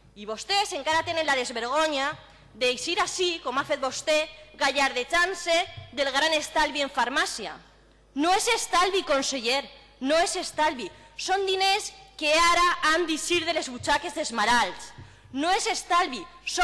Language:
Catalan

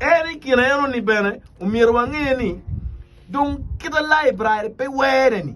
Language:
Acoli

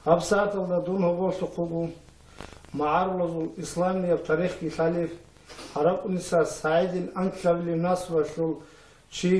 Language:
Avaric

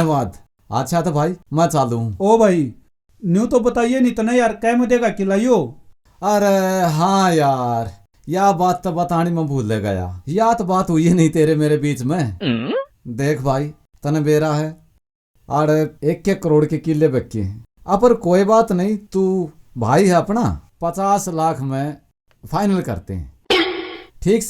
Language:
Haryanvi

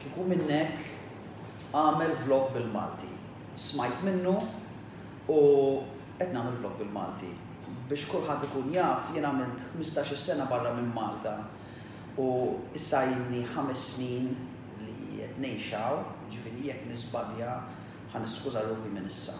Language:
Maltese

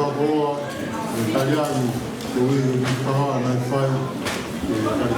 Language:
Tongan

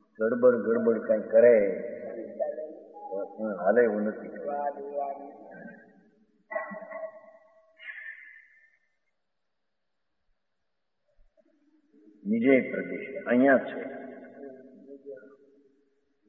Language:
Gujarati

